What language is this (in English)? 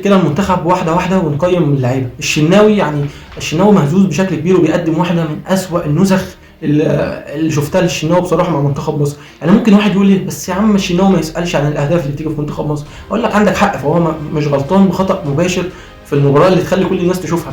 Egyptian Arabic